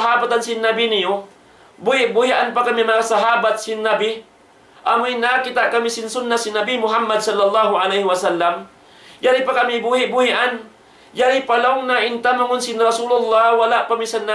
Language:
Tausug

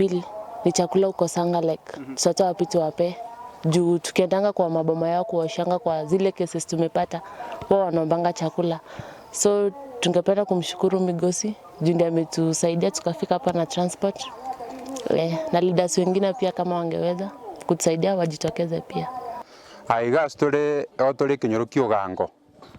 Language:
Gusii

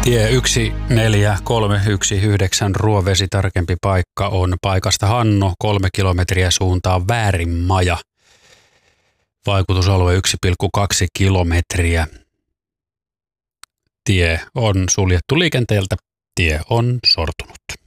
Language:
Finnish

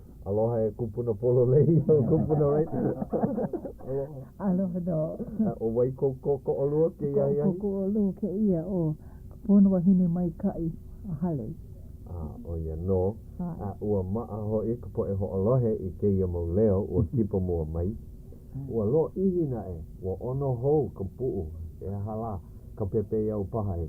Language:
Hawaiian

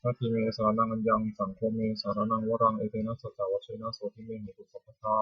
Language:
Pali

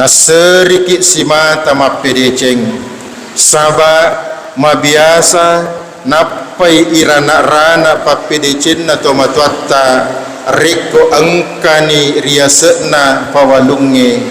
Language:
Buginese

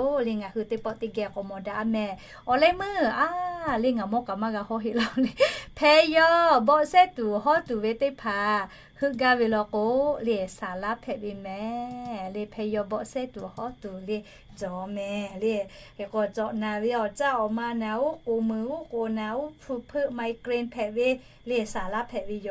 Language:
Lahu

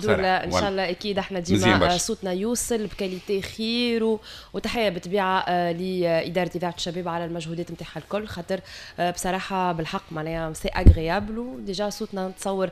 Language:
Tunisian Arabic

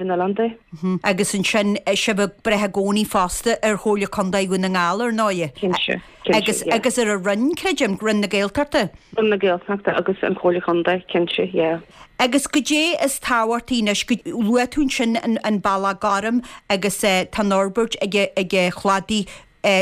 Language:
Irish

